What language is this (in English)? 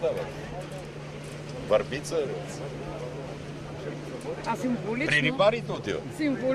Bulgarian